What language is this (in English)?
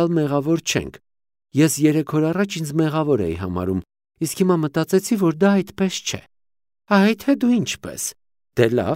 Armenian